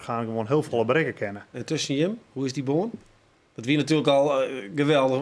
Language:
Western Frisian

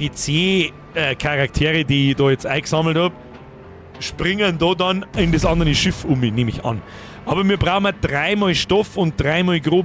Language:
Bavarian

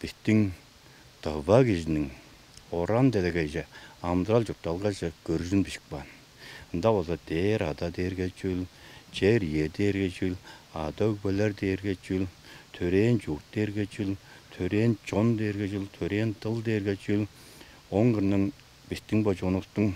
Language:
Tuvinian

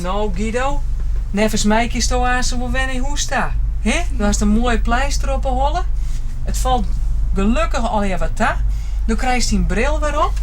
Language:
Western Frisian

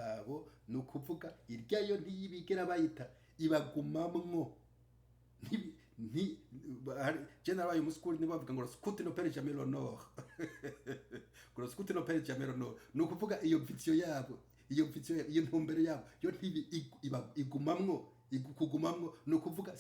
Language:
Rundi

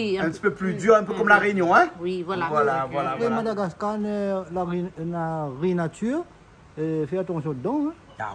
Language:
Réunion Creole French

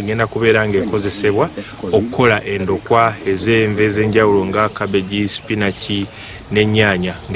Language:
Ganda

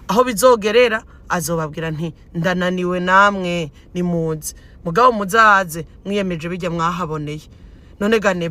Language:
Rundi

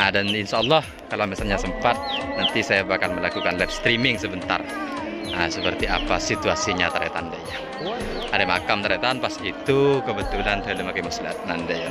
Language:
Madurese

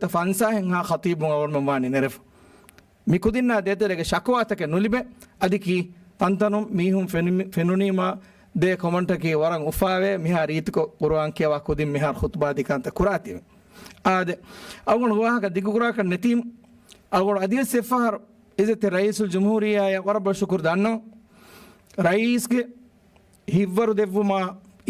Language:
Divehi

